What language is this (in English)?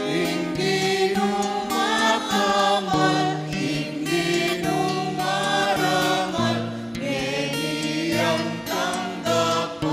Pampanga